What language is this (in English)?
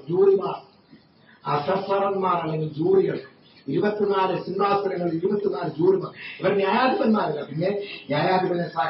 Malayalam